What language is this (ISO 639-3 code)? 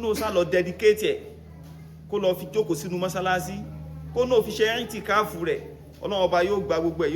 yor